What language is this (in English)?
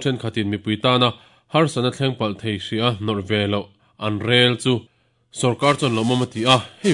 Mizo